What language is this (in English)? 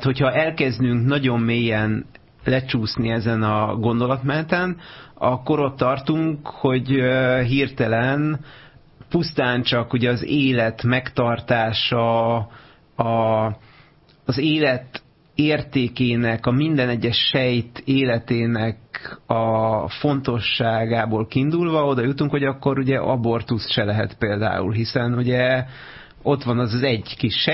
Hungarian